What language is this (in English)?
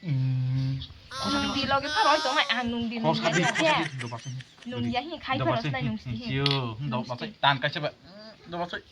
Kok Borok